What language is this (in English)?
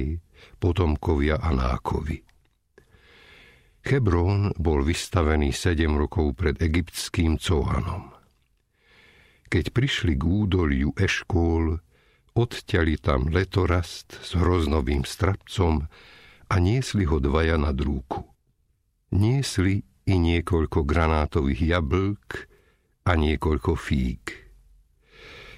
Slovak